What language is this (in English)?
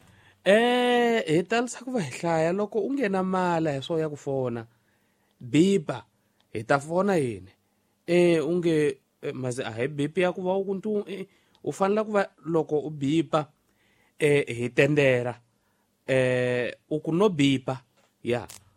Tsonga